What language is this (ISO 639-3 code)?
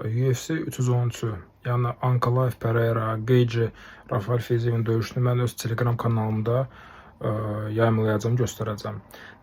aze